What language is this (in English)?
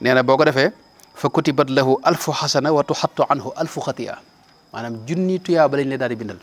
Wolof